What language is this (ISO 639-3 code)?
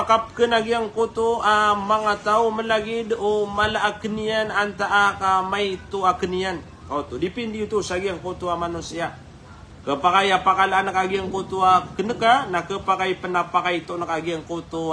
mrw